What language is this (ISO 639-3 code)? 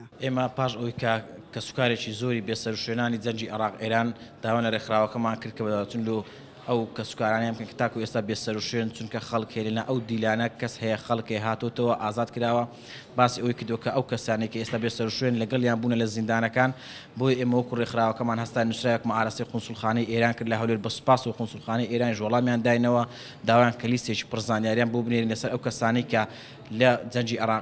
ckb